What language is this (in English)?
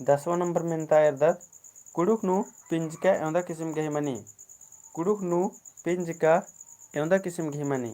Kurukh